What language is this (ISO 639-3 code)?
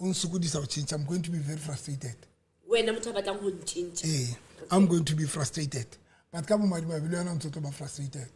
sot